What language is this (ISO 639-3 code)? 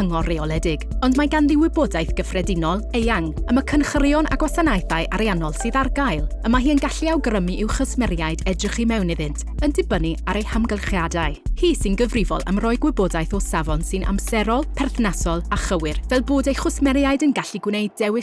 cym